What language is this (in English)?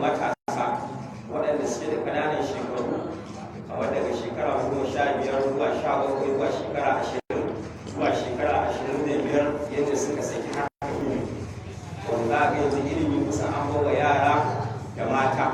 Hausa